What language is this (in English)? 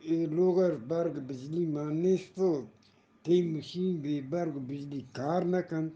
Eastern Balochi